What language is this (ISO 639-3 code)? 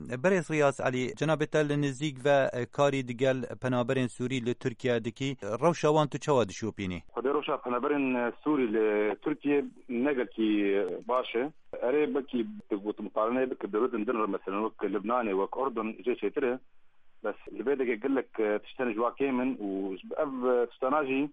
kur